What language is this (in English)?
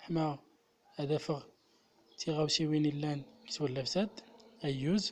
Central Atlas Tamazight